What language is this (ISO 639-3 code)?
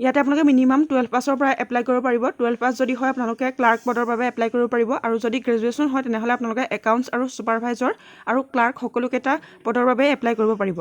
asm